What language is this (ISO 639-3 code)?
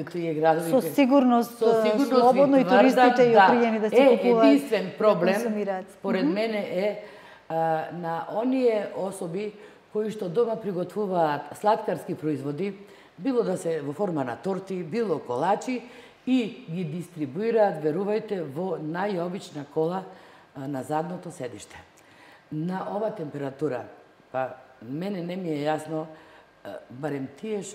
mkd